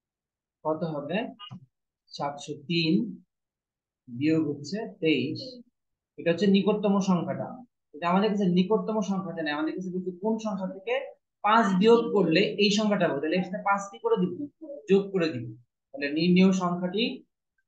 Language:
Bangla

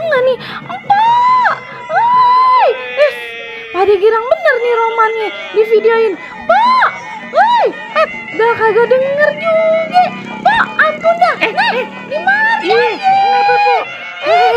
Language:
Betawi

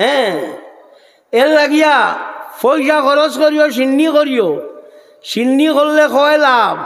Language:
Sylheti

